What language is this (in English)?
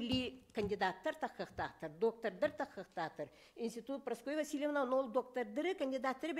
Yakut